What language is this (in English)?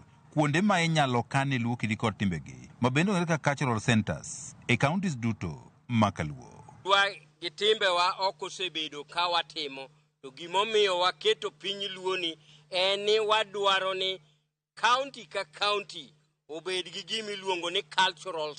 Luo (Kenya and Tanzania)